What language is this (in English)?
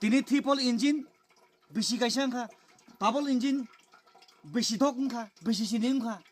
Kok Borok